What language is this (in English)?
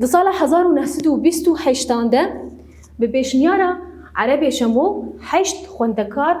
Kurdish